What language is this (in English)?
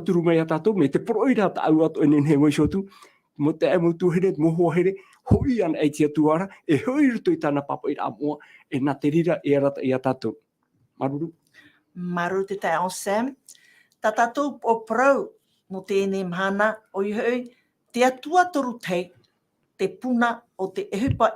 Tahitian